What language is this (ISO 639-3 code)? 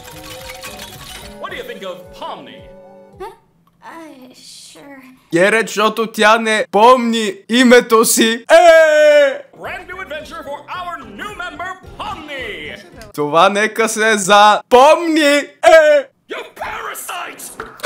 bul